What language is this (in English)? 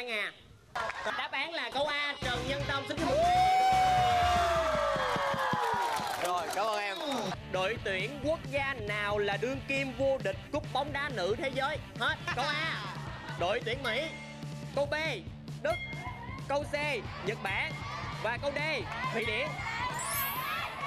Vietnamese